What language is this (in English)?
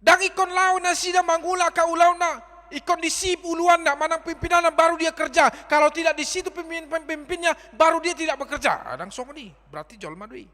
Batak Toba